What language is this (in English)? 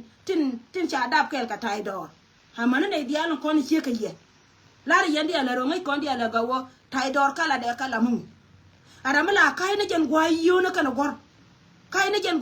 Nuer